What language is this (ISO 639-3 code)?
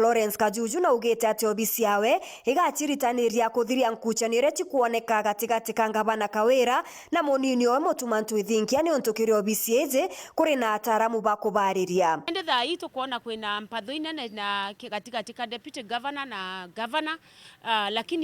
mer